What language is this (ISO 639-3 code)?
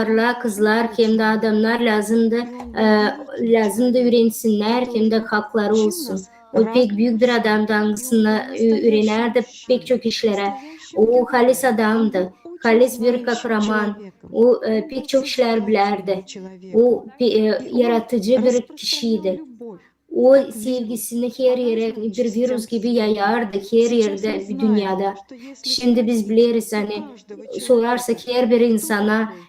gag